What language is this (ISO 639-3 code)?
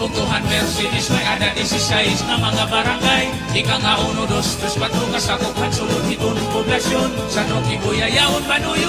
war